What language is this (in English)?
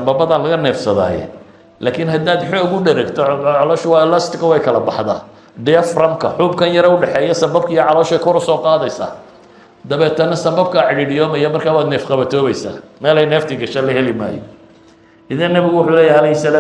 Somali